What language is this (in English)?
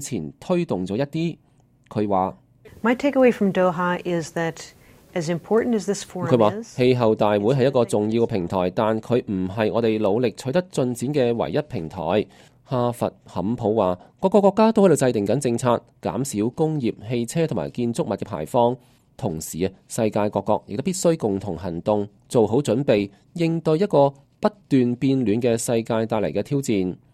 Cantonese